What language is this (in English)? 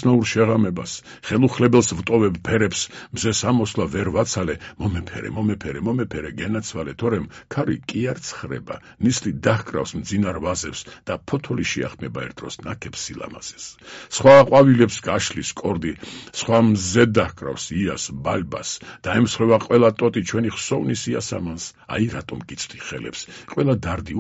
Georgian